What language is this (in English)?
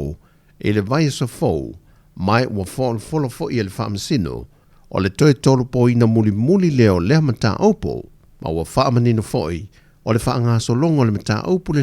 Samoan